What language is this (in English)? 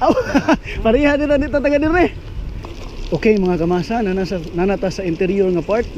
Cebuano